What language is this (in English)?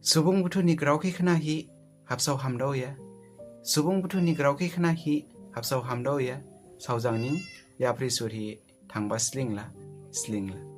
Dimasa